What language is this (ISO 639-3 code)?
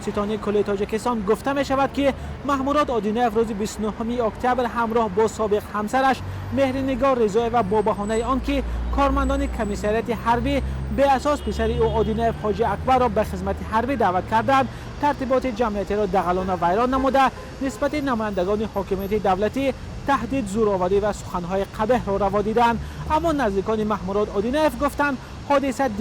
tgk